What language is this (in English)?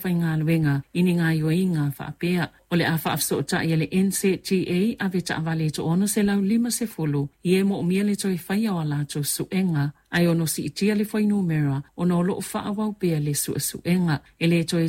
Samoan